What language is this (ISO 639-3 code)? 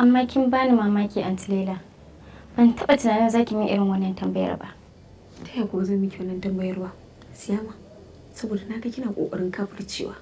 hau